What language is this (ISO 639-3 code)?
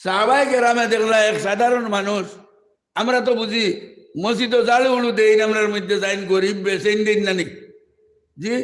syl